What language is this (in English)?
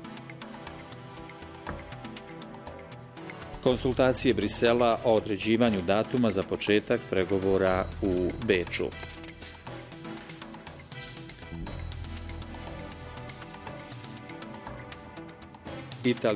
Bosnian